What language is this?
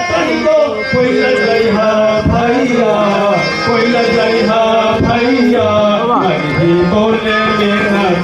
Magahi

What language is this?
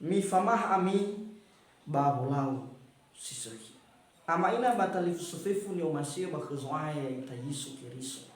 Nias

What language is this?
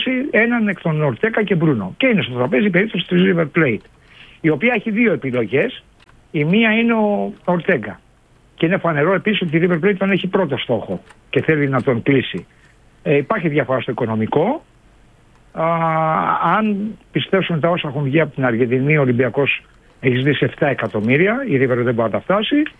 Greek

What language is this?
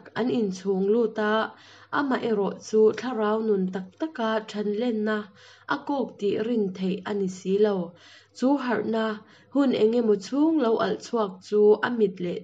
Hakha Chin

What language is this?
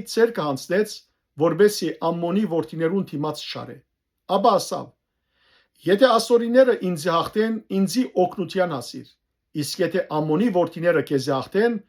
Western Armenian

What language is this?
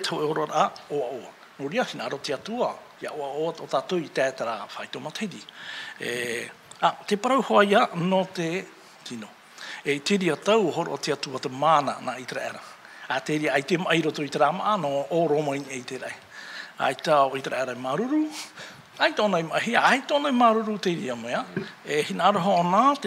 Tahitian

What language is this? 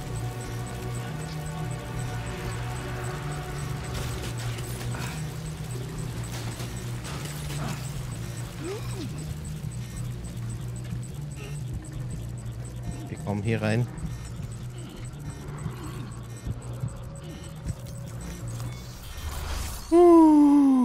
German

